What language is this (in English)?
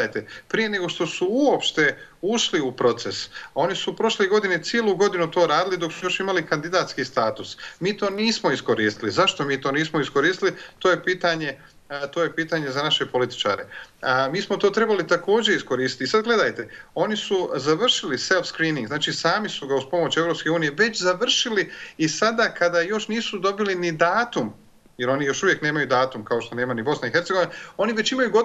Bosnian